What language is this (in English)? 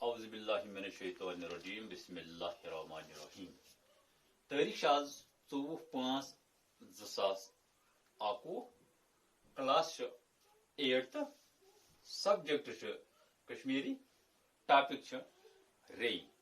Kashmiri